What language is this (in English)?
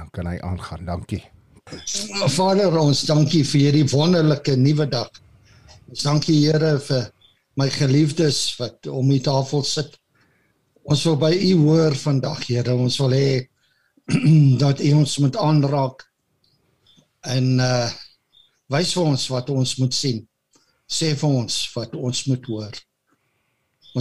Afrikaans